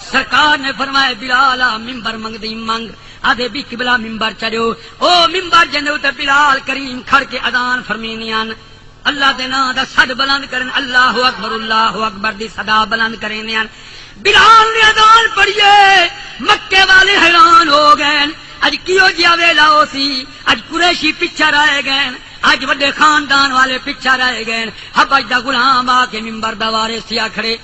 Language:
Saraiki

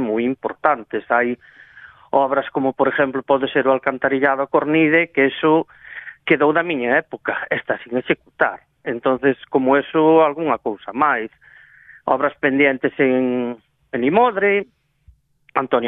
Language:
Galician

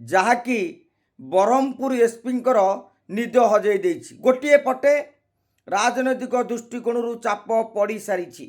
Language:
Odia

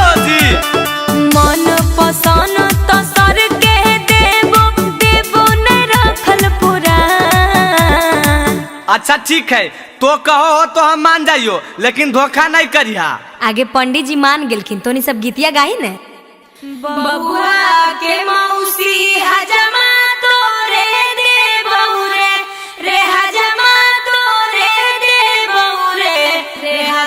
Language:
Magahi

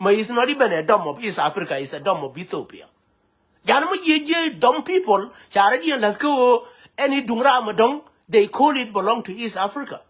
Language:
Nuer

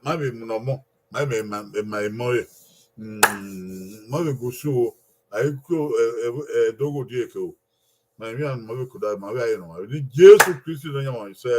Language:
Bini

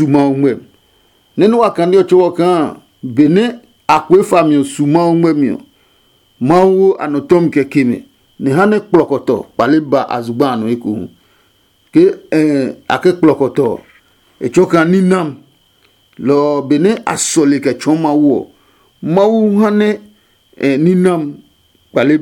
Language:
Adangme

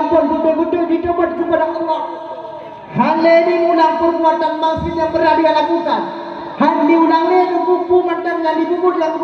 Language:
Achinese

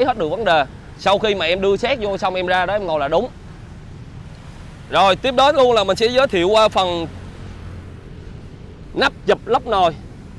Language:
Vietnamese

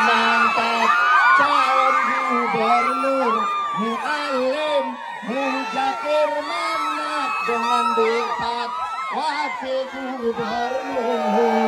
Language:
Achinese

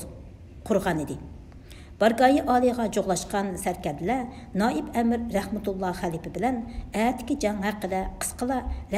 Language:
Uyghur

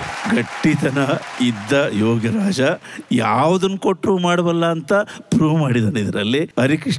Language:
Kannada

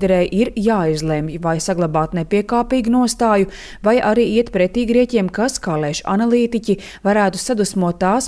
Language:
Latvian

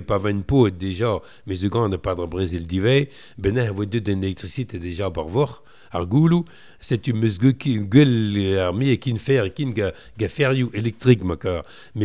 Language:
Breton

